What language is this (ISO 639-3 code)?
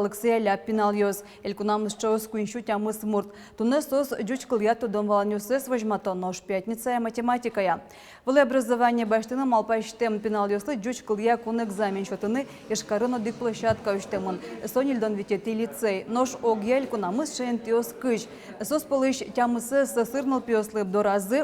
udm